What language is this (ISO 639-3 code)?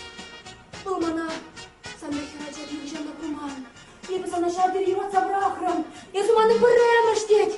chv